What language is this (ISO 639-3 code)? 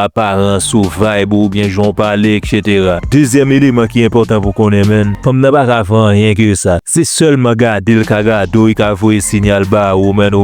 hat